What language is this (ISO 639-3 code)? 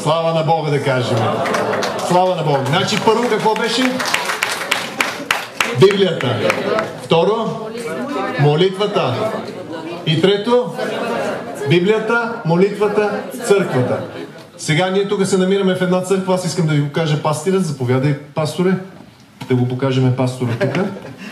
bul